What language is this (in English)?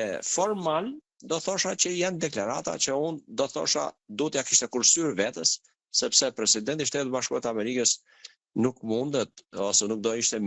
Albanian